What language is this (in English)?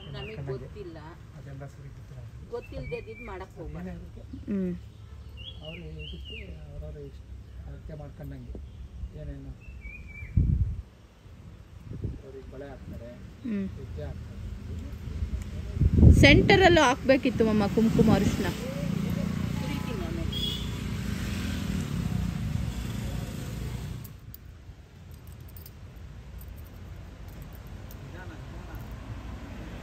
Kannada